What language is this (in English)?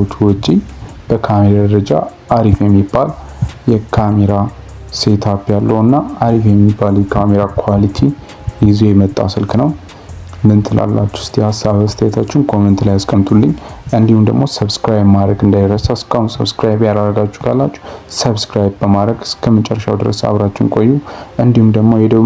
Amharic